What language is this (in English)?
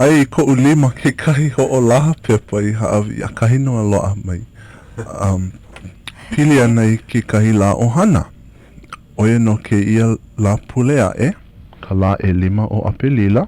Hawaiian